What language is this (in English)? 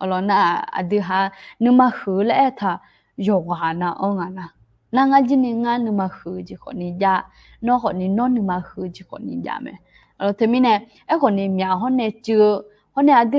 Akha